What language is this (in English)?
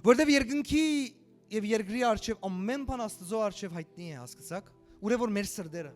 Western Armenian